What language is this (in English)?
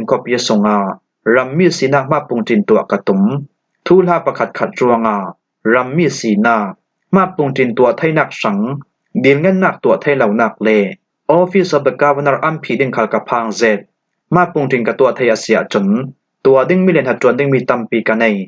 Falam Chin